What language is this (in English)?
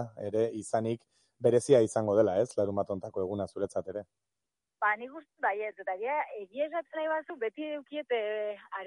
Basque